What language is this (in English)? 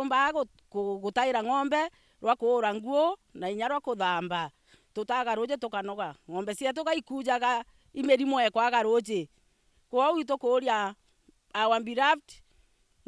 Meru